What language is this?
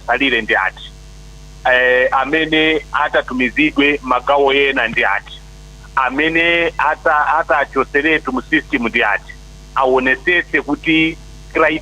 Nyanja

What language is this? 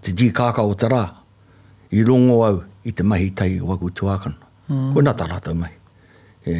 Māori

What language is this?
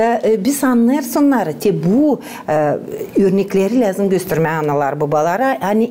Gagauz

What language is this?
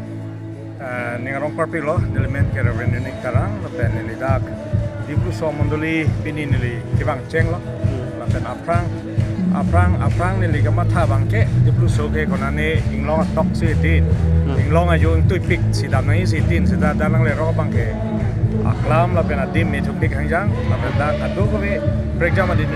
Karbi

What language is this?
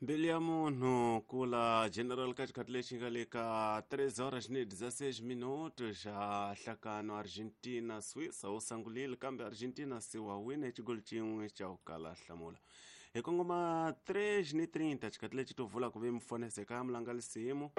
Tsonga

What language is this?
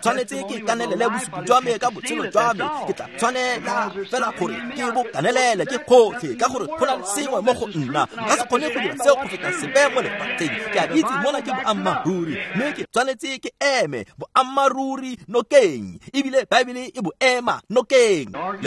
Tswana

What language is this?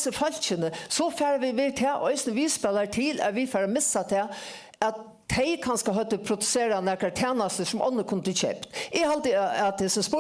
Faroese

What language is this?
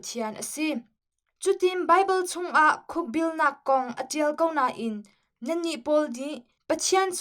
Hakha Chin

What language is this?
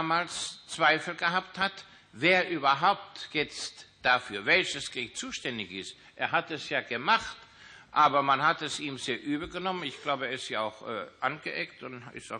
German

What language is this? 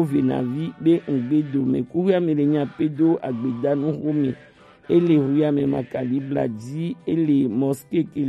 Gen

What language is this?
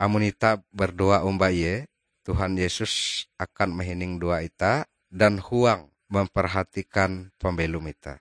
Ngaju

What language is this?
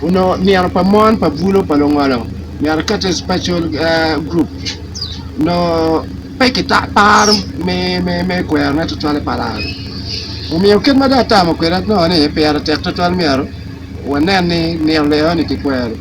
Acoli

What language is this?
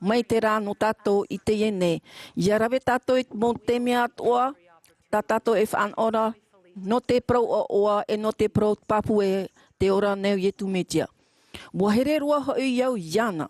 Tahitian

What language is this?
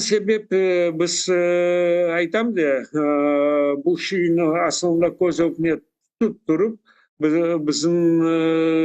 Crimean Tatar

